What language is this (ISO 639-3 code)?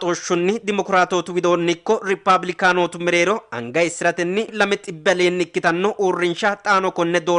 sid